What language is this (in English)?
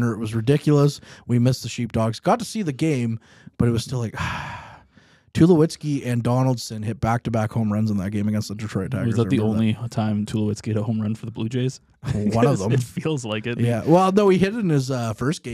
English